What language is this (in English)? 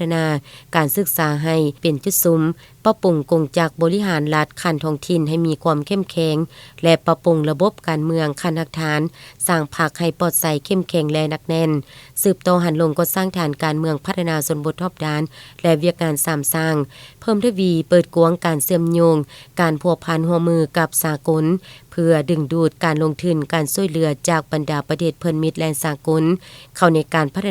Lao